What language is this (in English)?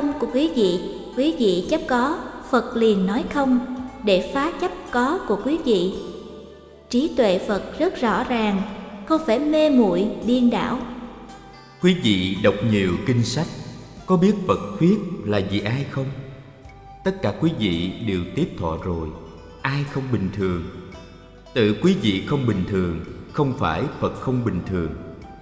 Vietnamese